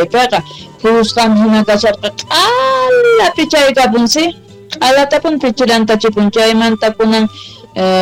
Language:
South Bolivian Quechua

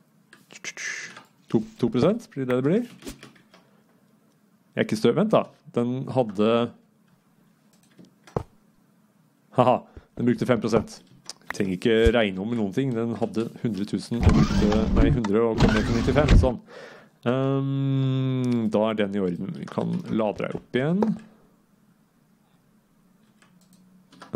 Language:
Norwegian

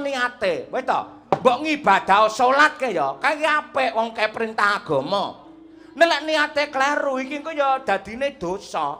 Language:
Javanese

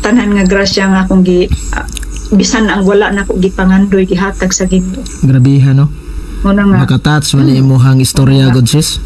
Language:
Cebuano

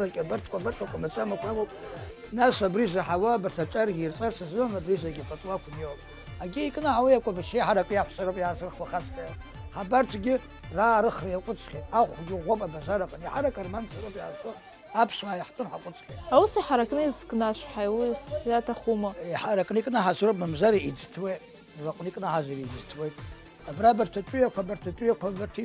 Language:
Abkhazian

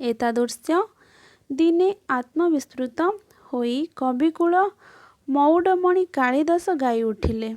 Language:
Odia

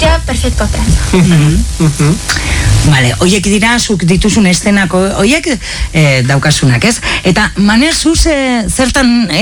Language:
Basque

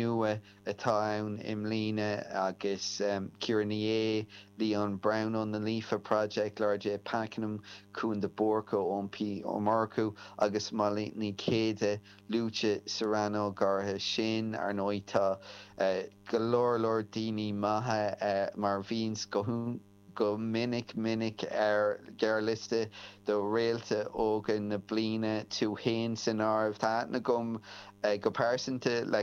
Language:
Irish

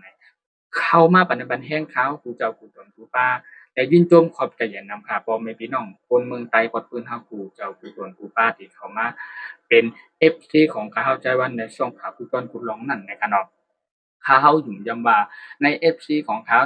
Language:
Shan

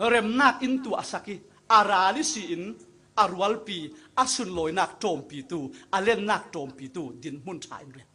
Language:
Falam Chin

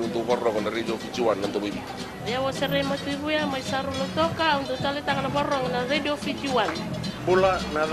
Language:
Fijian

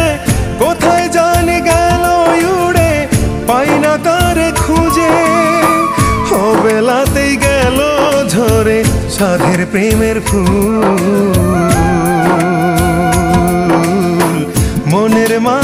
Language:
Bangla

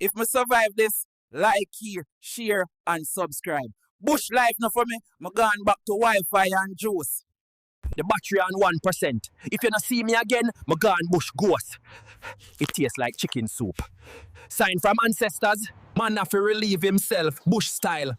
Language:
Jamaican Creole English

